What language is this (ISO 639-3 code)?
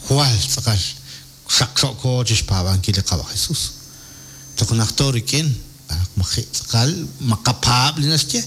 kek